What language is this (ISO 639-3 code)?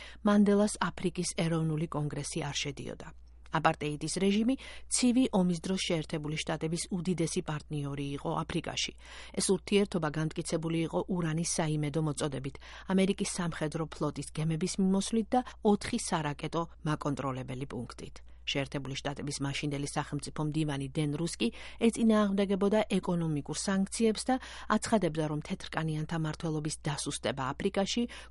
kat